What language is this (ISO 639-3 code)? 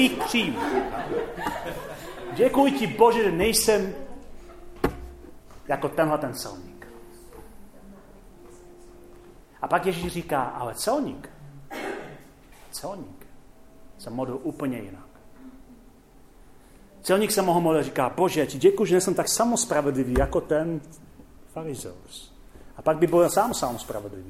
ces